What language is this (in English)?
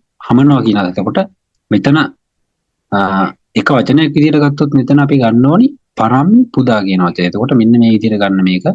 Sinhala